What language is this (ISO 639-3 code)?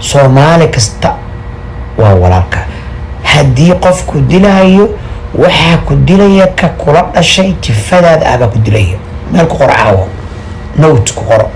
som